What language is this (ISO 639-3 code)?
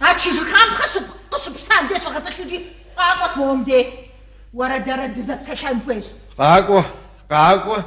kbd